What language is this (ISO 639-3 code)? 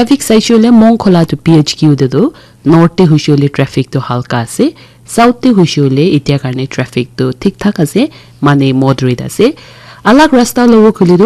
nag